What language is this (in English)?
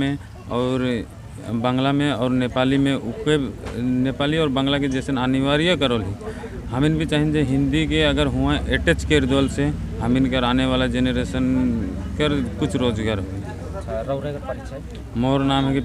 Sadri